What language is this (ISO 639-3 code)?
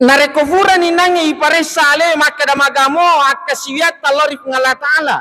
bug